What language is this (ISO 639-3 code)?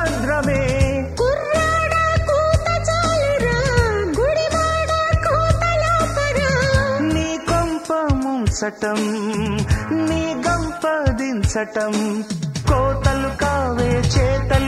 tel